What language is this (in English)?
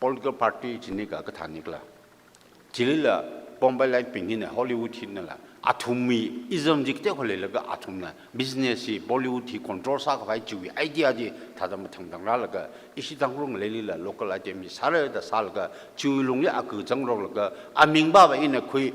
Tangkhul Naga (India)